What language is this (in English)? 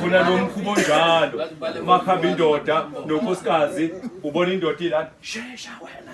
Zulu